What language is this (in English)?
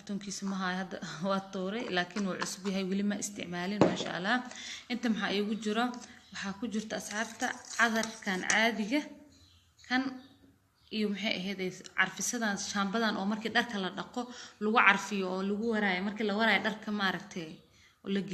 Somali